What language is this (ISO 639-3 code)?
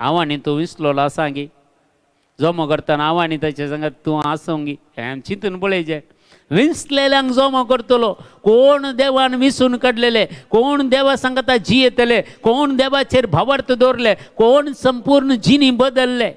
kok